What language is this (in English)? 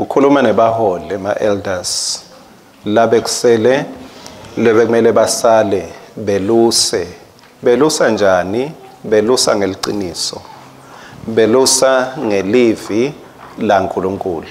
Swati